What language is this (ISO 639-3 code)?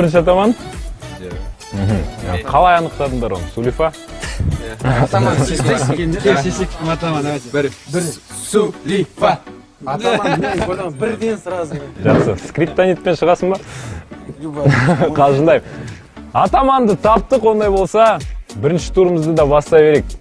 kaz